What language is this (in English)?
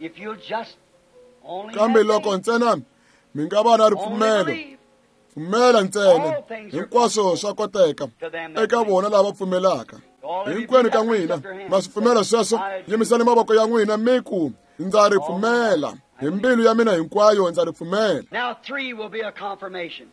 Tsonga